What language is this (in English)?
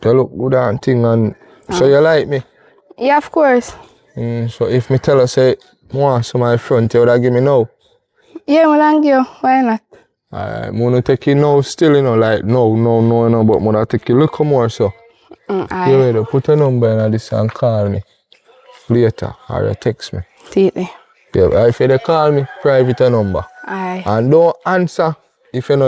Jamaican Creole English